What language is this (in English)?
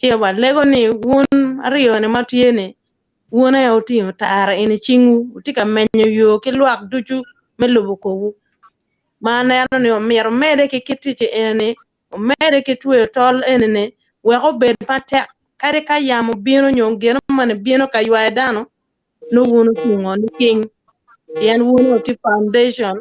Acoli